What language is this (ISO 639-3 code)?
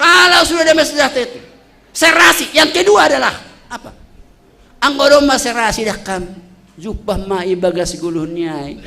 bts